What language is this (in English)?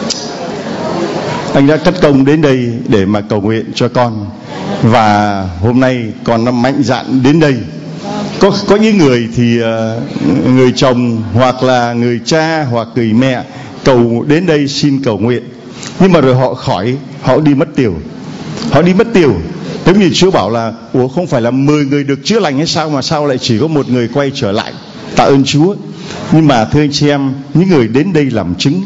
Vietnamese